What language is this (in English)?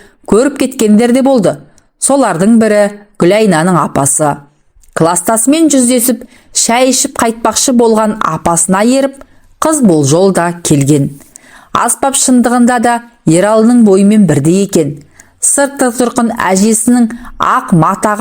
Kazakh